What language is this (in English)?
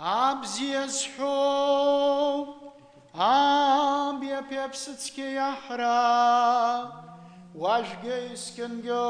Abkhazian